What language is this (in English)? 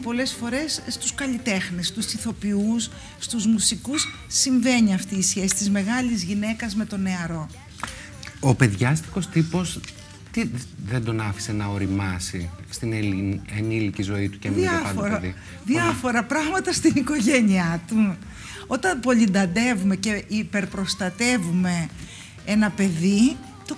Greek